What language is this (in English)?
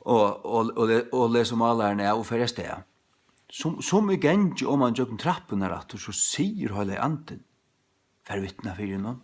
Faroese